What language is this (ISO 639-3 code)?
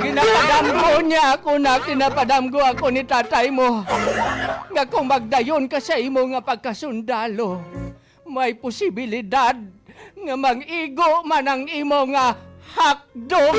hil